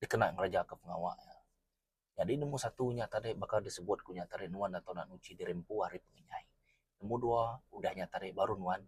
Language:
Iban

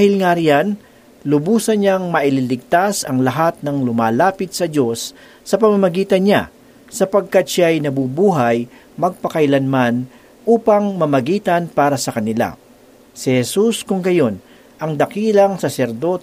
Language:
Filipino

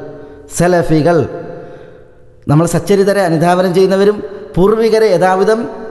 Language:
Malayalam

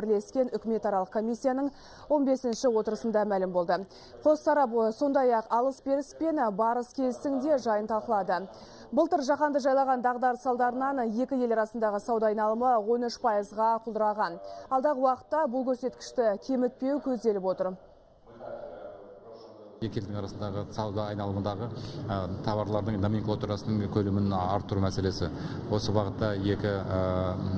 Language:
Kazakh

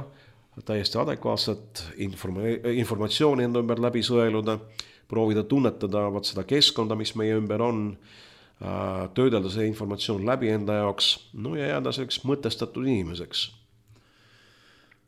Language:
Estonian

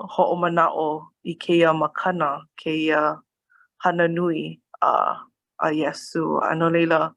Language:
Hawaiian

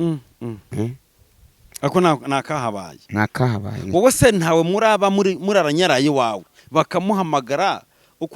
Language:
Kinyarwanda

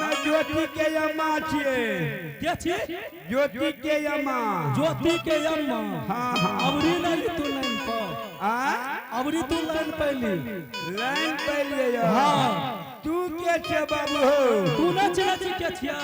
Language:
Angika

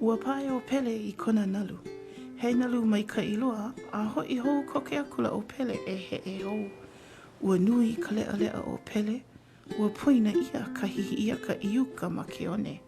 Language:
Hawaiian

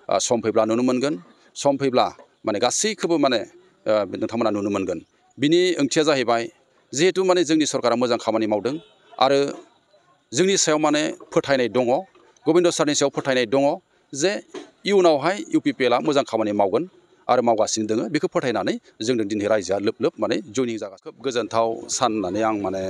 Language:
Bodo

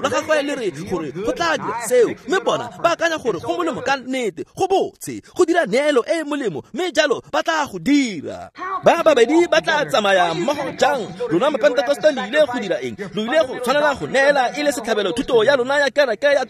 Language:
Tswana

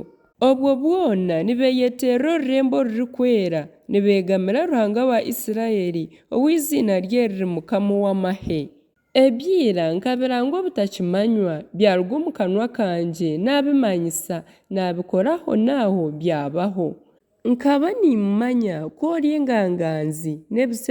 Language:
Nyankole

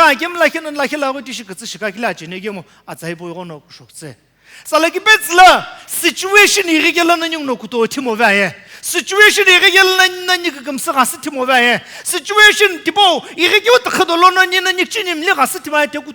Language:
Sumi Naga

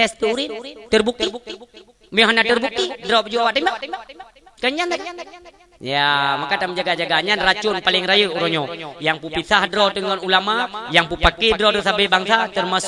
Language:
Achinese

